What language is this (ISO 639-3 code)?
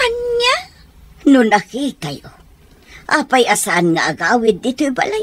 ilo